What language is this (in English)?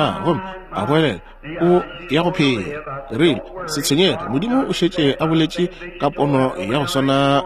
Northern Sotho